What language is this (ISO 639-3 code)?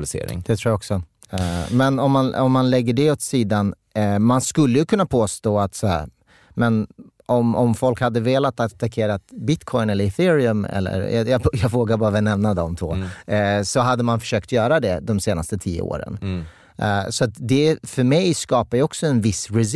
swe